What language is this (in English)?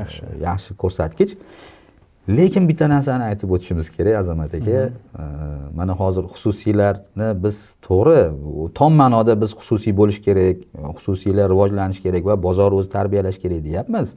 Uzbek